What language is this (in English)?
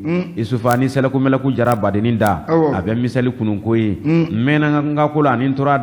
Bambara